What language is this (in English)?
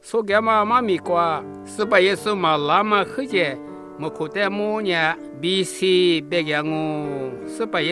Lisu